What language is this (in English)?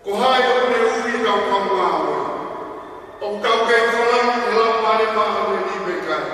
Tongan